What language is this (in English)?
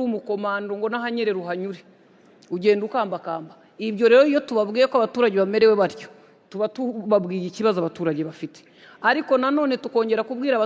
Kinyarwanda